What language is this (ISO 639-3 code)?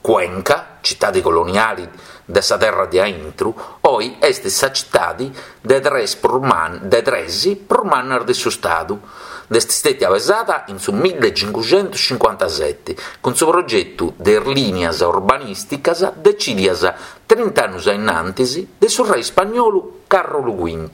srd